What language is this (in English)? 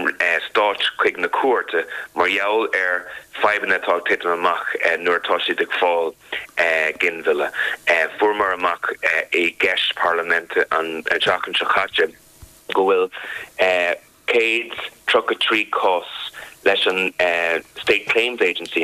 Irish